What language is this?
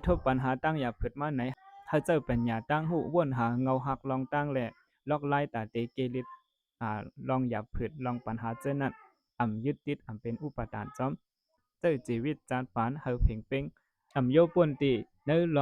Shan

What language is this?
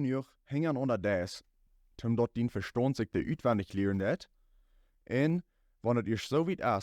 Plautdietsch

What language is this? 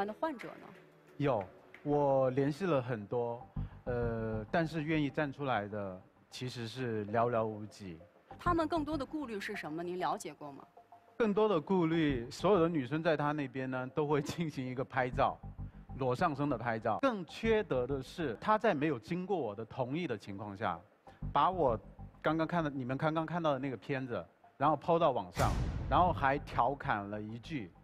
Chinese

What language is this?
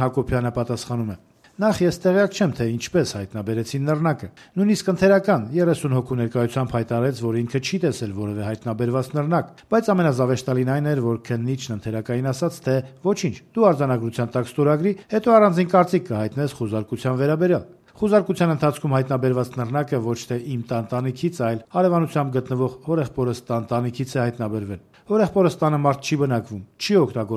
Armenian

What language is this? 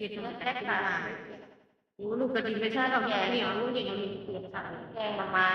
Northeastern Thai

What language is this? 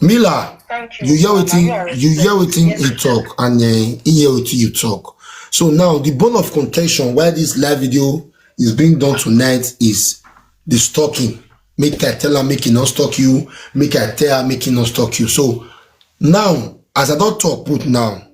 Nigerian Pidgin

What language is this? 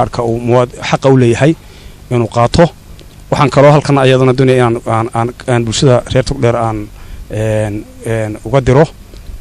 Somali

